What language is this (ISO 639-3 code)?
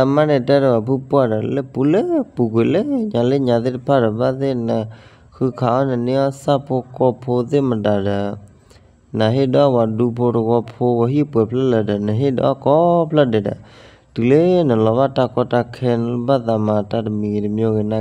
ksw